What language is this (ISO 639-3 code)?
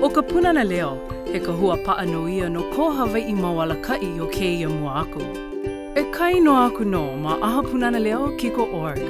haw